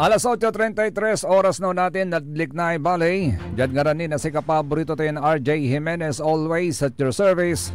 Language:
Pangasinan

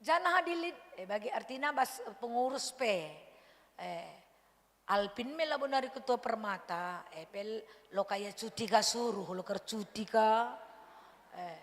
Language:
Batak Karo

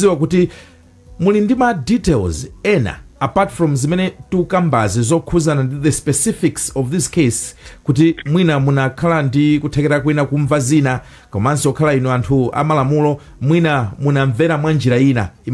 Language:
Nyanja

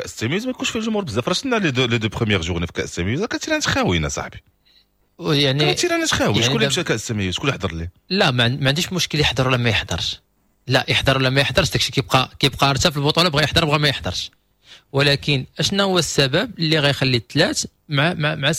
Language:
Moroccan Arabic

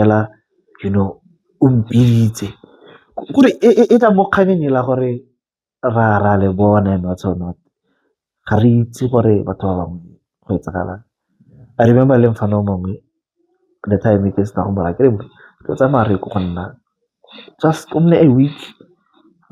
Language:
Tswana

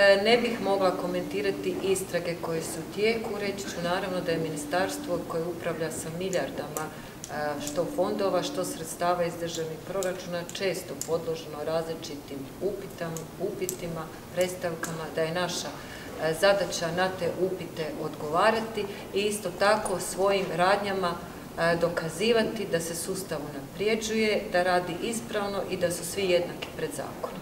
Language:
Croatian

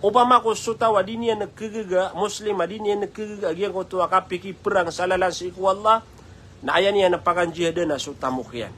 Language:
Maranao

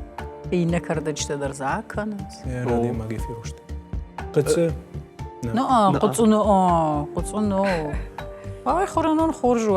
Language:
Ossetic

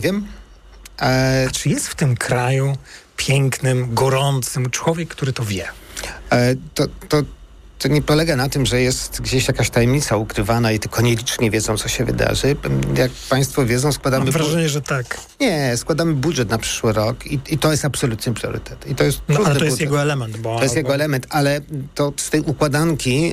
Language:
Polish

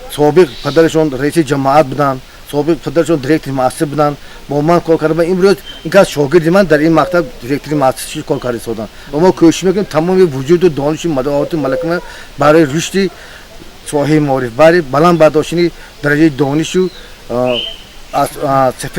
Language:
Tajik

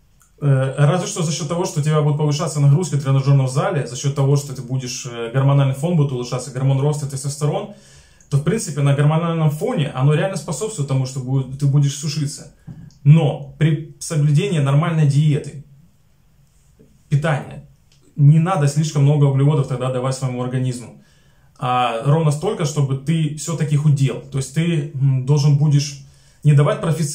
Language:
Russian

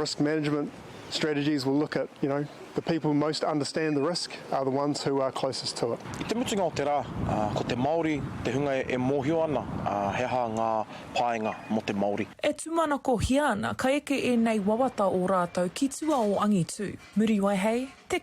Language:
Māori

